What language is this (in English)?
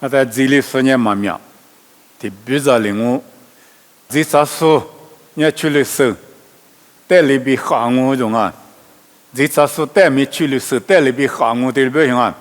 Lisu